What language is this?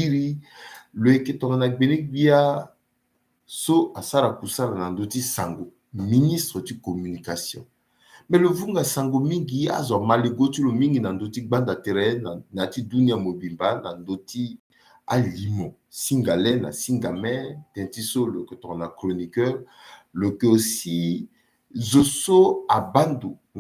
Sango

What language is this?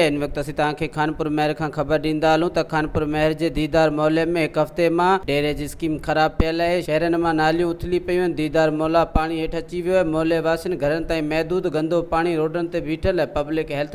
Sindhi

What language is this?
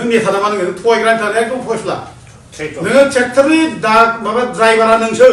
Bodo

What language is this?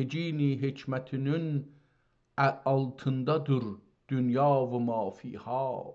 South Azerbaijani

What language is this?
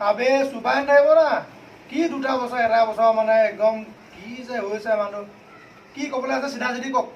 Assamese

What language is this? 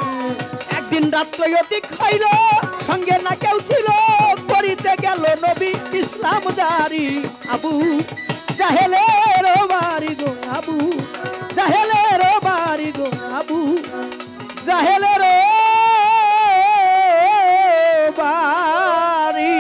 Bangla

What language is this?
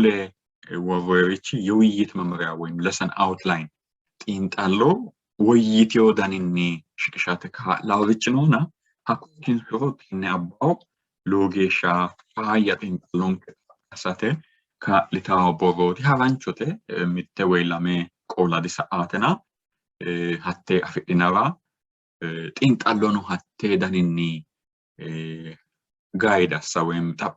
Sidamo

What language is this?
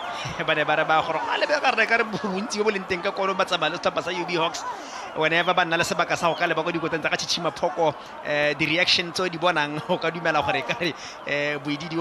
Tswana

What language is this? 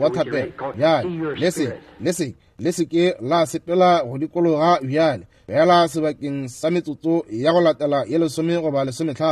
Northern Sotho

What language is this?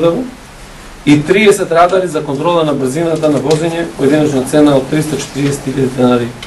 Macedonian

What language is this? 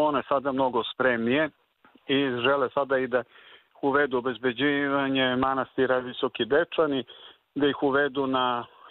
Serbian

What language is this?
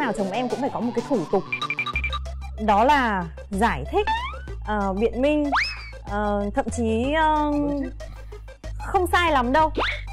Vietnamese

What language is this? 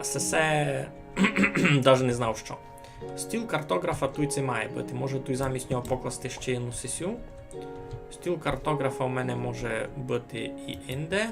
Rusyn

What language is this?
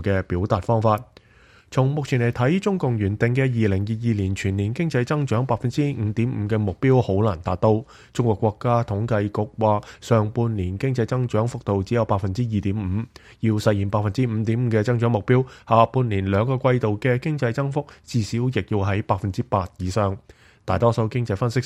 Cantonese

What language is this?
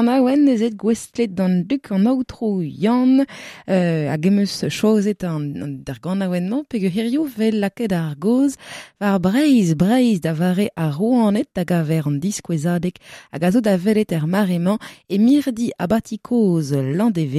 Breton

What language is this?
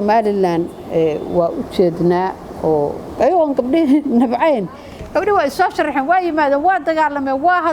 Somali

